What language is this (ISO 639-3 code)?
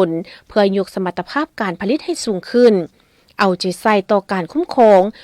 lao